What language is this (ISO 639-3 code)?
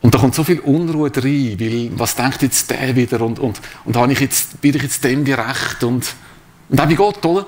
gsw